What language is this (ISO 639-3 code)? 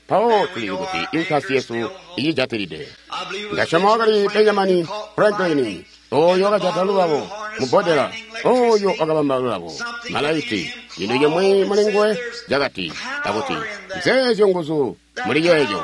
toi